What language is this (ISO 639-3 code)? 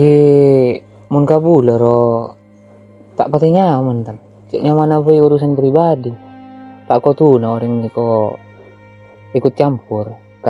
mad